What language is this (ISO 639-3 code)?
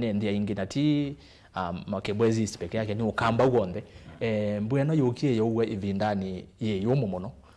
kam